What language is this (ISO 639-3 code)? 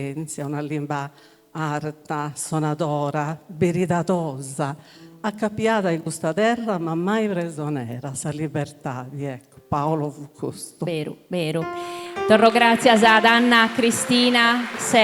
srd